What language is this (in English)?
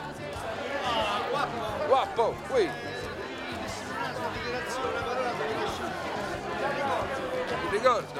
Italian